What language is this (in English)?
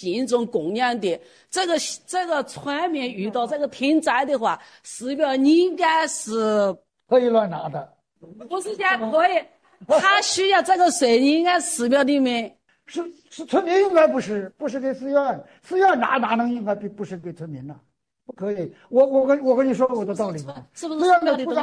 Chinese